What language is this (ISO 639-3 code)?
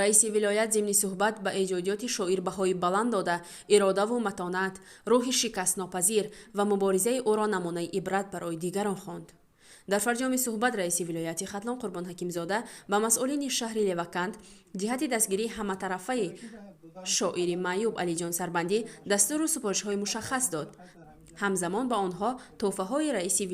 tgk